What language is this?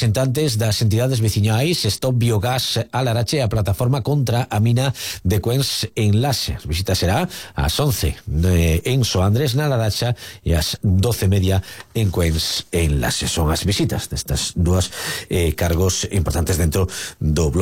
Galician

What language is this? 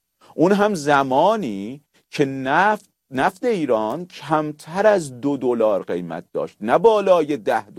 Persian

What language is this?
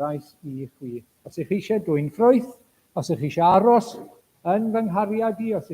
Welsh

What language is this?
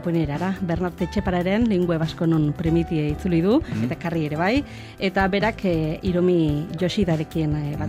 Basque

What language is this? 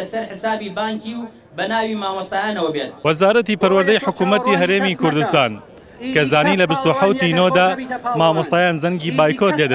Central Kurdish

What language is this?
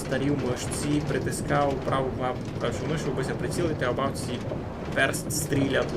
Rusyn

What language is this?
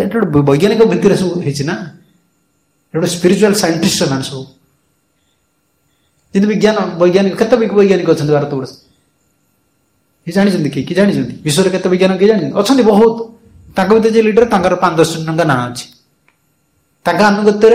Odia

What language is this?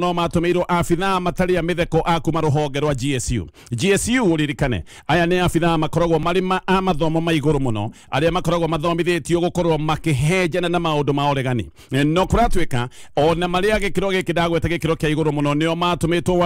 Kikuyu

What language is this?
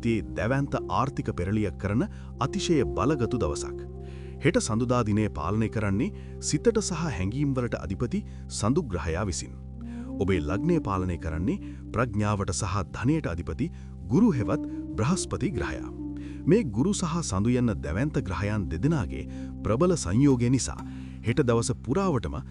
Sinhala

